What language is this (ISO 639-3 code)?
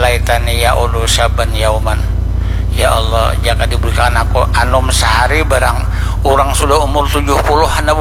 bjn